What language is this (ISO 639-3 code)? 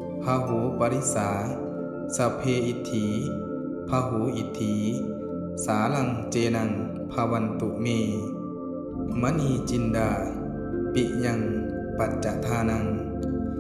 pli